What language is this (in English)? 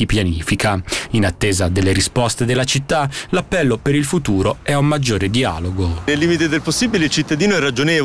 Italian